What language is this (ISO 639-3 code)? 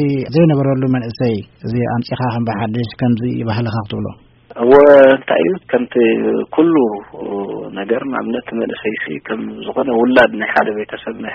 tir